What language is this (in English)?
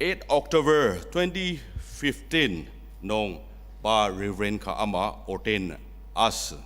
Ao Naga